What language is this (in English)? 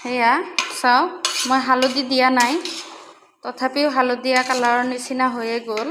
Assamese